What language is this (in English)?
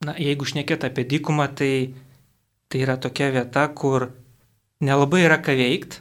Lithuanian